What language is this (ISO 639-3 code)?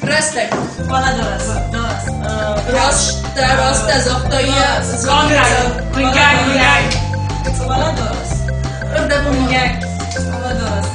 oss